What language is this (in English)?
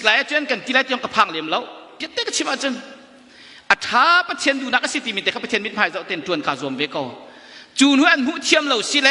Hakha Chin